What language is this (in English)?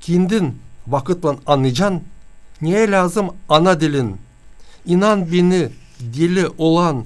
Gagauz